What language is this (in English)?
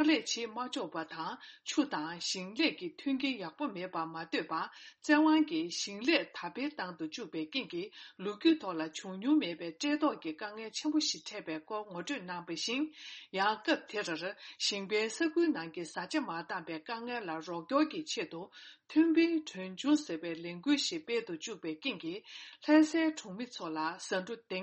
Tibetan